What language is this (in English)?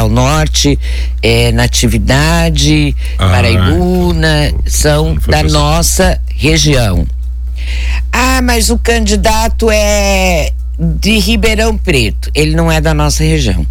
Portuguese